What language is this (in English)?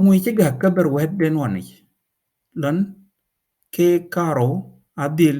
Dinka